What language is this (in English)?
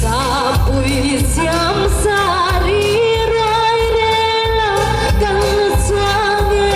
Mizo